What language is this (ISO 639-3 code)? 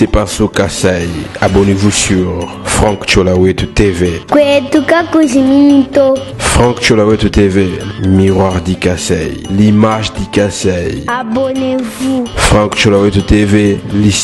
lua